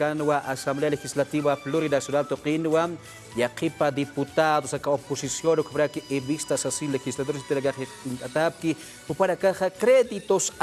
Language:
Aymara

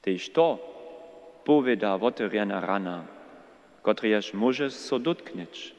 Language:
Upper Sorbian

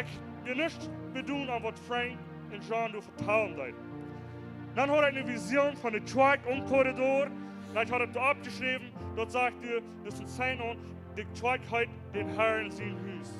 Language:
Plautdietsch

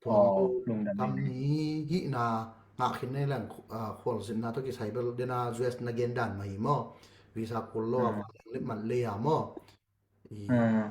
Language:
Tedim Chin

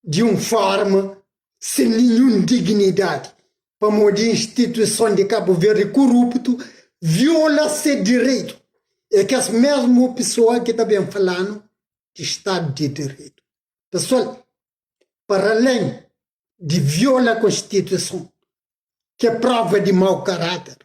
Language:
Kabuverdianu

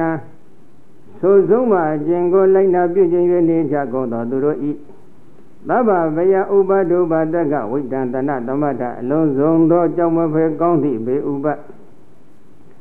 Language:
Burmese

